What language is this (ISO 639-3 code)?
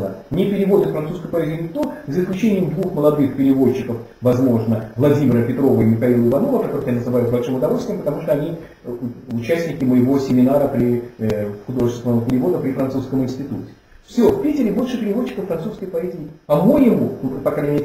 rus